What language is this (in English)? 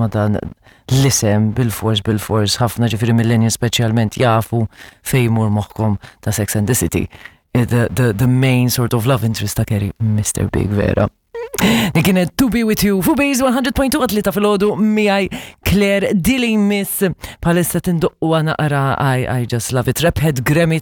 Maltese